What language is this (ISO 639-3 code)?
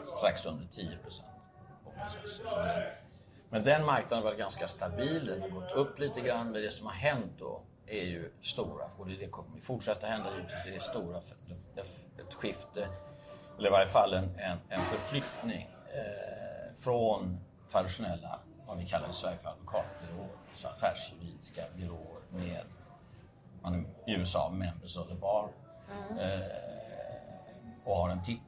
swe